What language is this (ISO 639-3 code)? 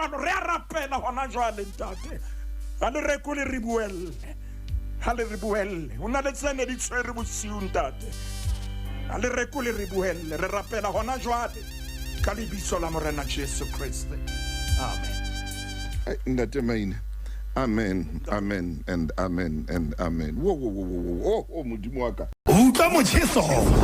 sot